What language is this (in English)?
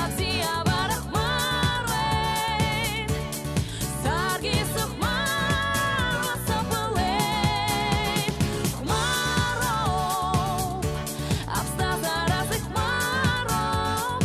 Abkhazian